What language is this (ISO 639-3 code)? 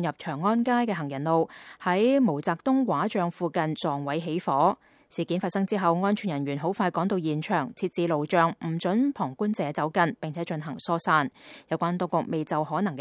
yue